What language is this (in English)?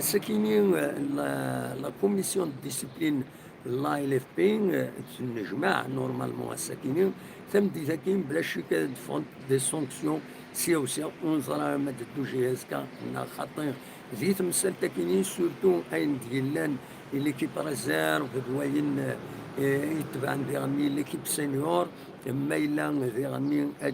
Kabyle